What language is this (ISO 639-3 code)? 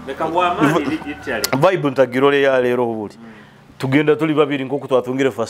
nyo